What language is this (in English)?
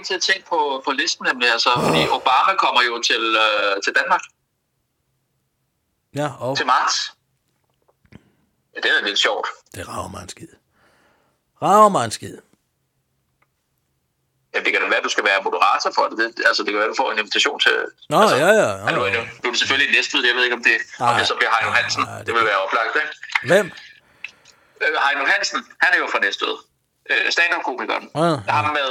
Danish